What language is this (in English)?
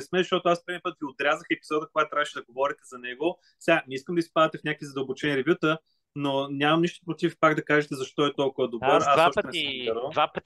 Bulgarian